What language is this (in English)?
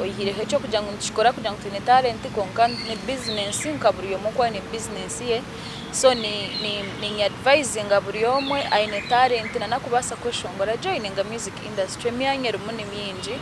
Nyankole